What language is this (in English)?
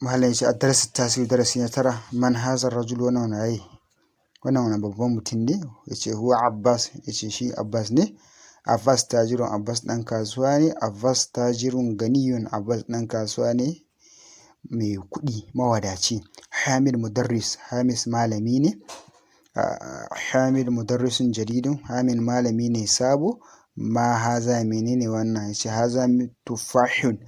Hausa